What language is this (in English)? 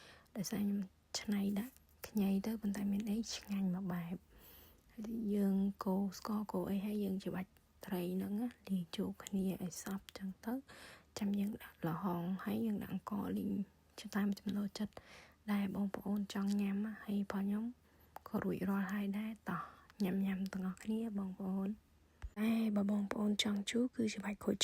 Khmer